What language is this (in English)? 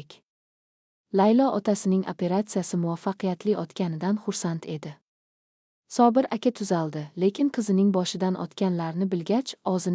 Uzbek